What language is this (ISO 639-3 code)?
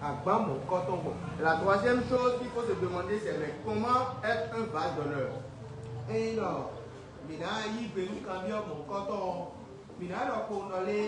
fon